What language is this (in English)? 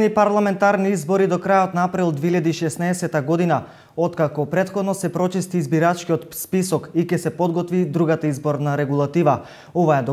Macedonian